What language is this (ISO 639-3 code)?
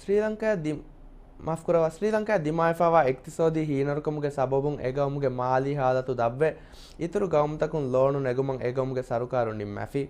div